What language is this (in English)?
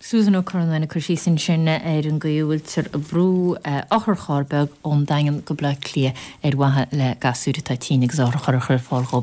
Irish